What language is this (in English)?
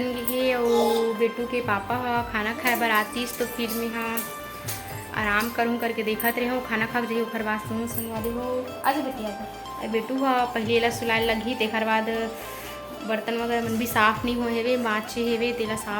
Chhattisgarhi